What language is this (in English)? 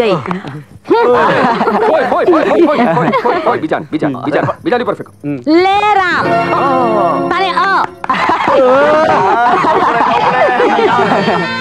Gujarati